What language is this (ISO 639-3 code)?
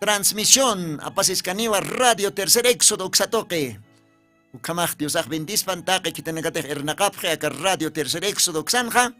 aym